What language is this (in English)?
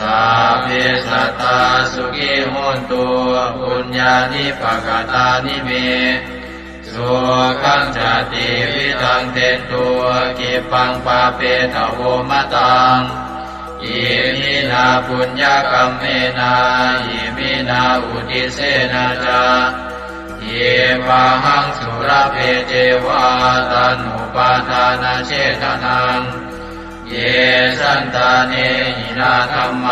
Pali